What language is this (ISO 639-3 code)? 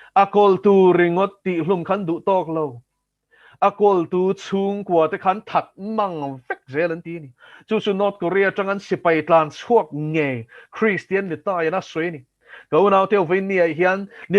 lus